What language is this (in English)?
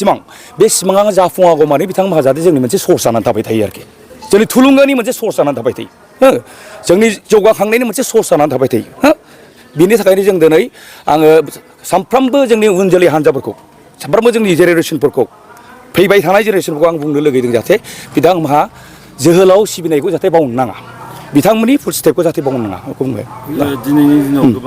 Bodo